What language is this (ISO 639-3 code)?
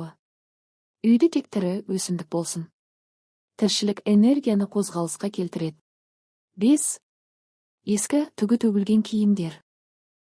kaz